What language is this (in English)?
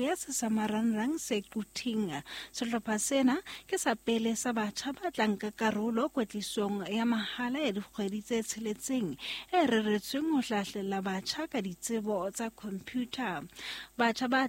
Southern Sotho